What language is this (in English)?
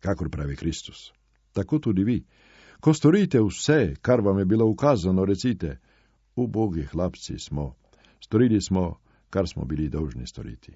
Slovenian